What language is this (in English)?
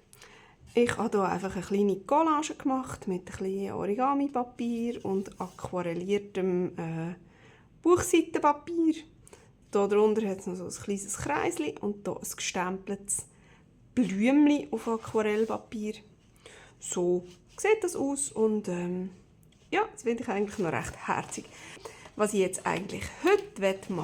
Swiss German